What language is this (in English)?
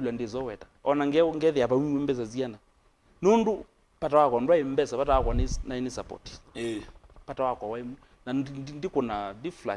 Kamba